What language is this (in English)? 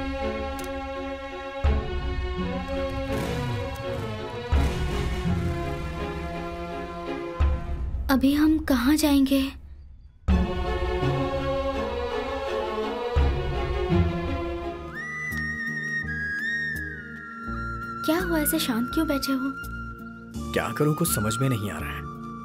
Hindi